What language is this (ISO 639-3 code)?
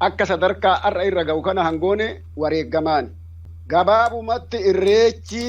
orm